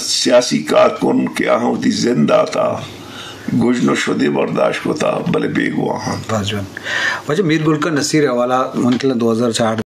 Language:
Eastern Balochi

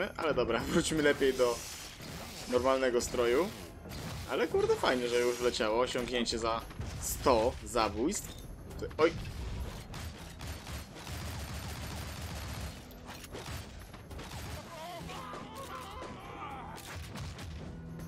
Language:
Polish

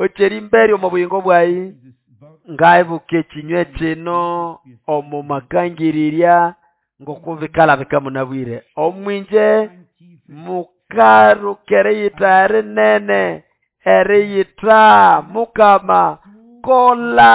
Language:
Nande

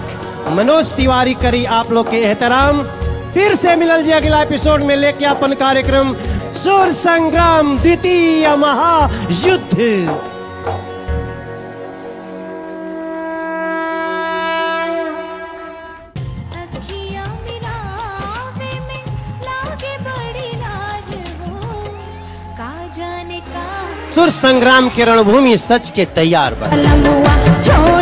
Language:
Bhojpuri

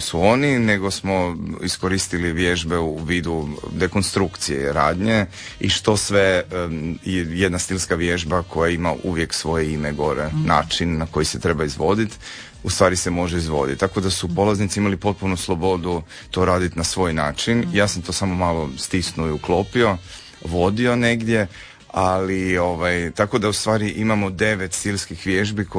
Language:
Croatian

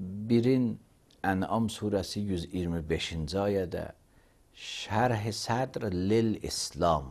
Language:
Azerbaijani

